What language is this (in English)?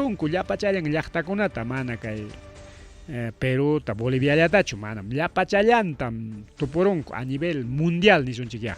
Ayacucho Quechua